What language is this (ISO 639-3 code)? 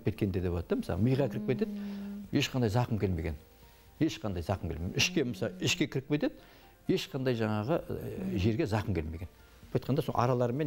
kaz